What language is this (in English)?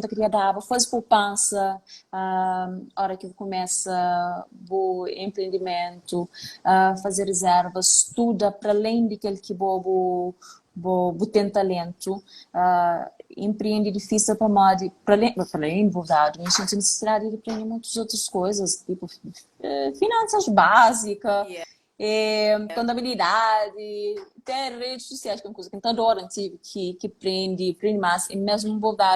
Kabuverdianu